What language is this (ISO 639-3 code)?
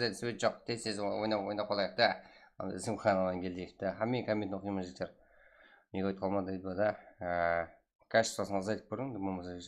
kaa